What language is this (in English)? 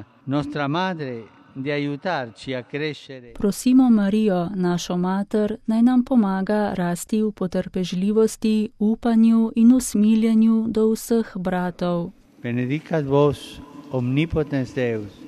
Slovenian